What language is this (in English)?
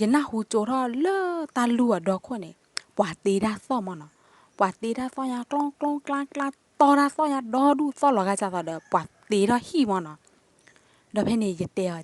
S'gaw Karen